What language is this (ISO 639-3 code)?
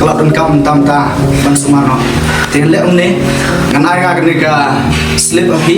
kha